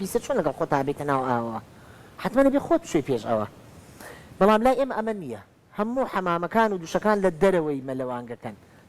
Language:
Central Kurdish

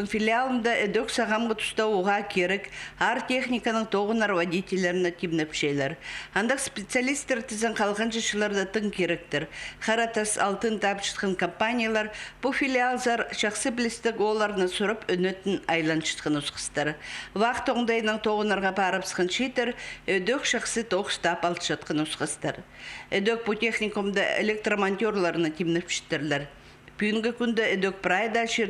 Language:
Khakas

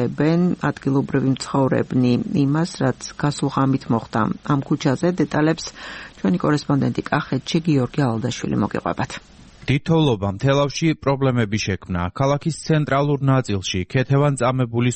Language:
Georgian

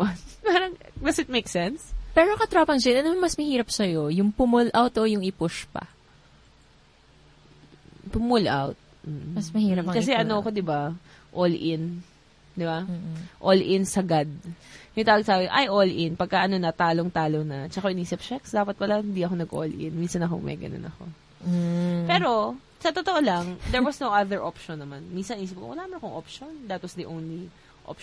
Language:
Filipino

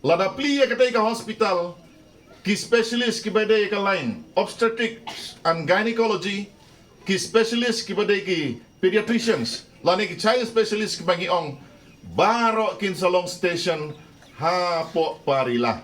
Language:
Khasi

